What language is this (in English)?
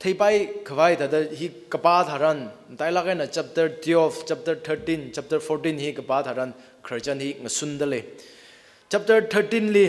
Tangkhul Naga (India)